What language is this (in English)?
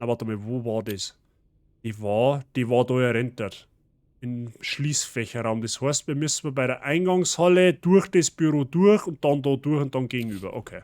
Bavarian